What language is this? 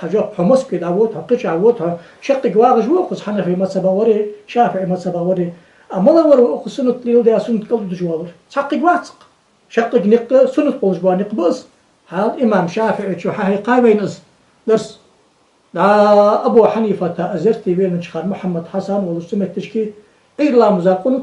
Ingush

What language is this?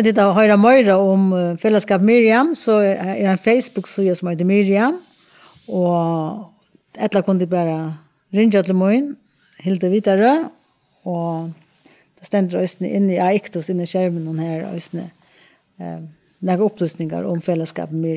Faroese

